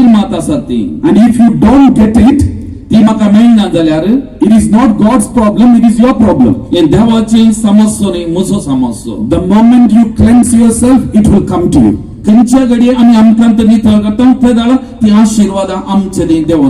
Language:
Konkani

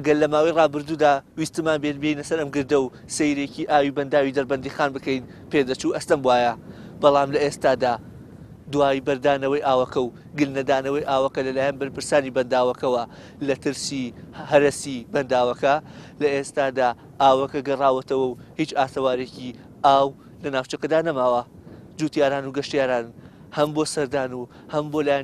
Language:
Central Kurdish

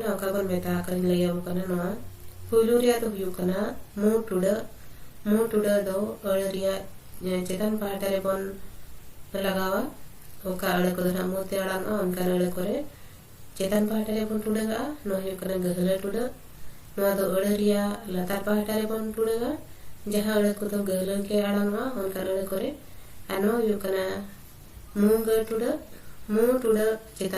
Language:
Santali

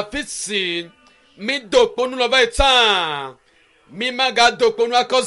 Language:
Ewe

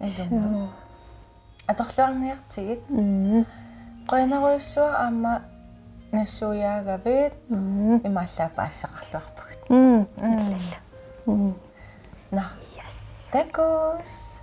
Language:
Kalaallisut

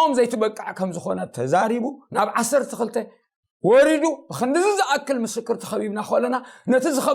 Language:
Tigrinya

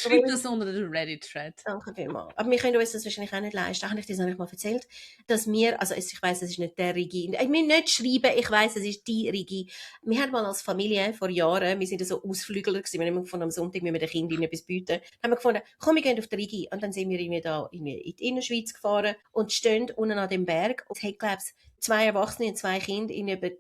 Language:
Swiss German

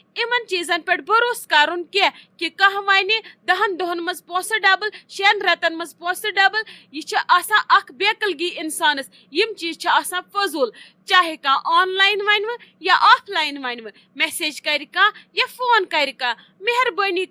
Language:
Kashmiri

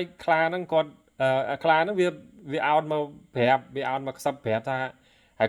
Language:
Khmer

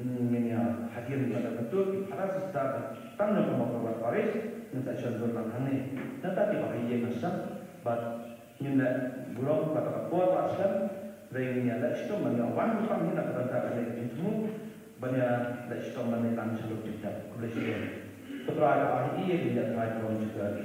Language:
Khasi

